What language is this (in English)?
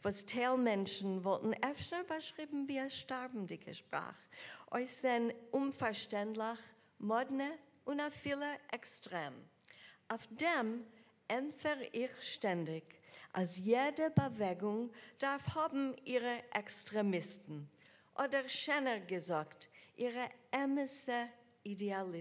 Yiddish